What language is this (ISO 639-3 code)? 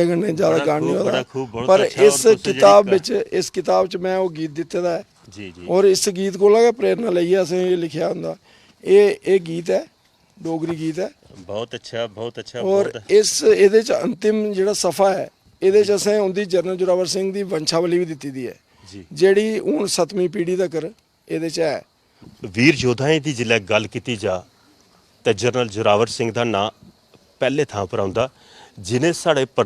doi